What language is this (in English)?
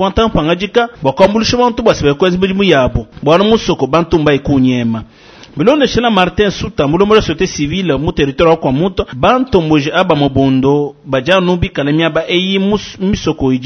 Luba-Lulua